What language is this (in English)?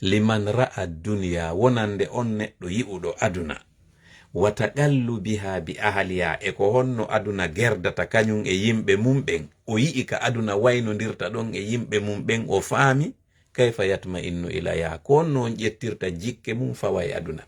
Fula